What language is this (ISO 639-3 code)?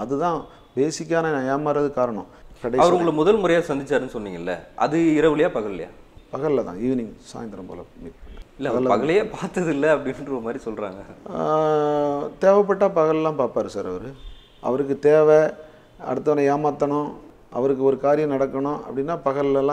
tam